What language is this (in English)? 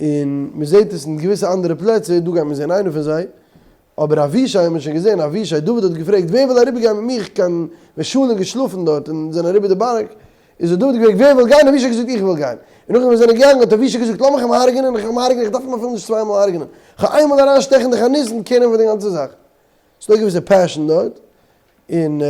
Yiddish